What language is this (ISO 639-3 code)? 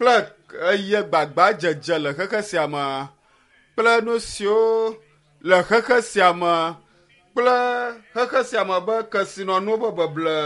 ewe